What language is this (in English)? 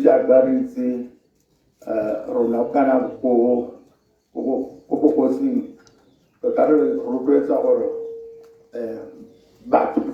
Tswana